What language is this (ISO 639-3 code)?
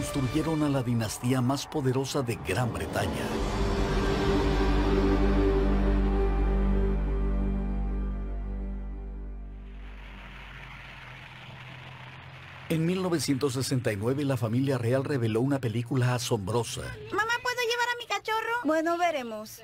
spa